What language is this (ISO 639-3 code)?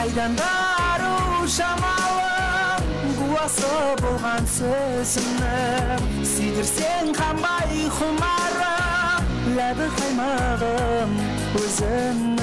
kaa